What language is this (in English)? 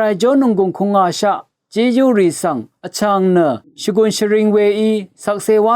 Rawang